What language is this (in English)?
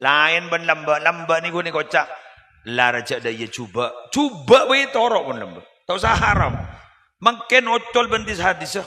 Madurese